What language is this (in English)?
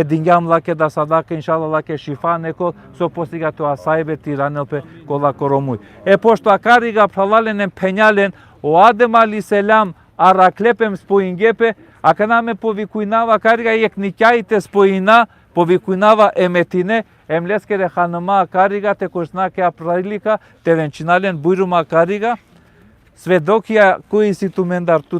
Balkan Romani